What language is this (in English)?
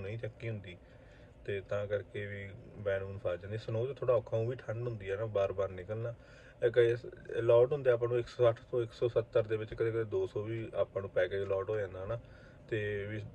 Punjabi